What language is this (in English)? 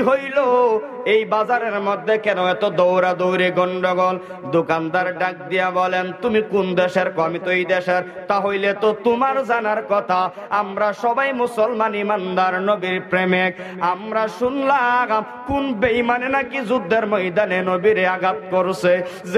Sylheti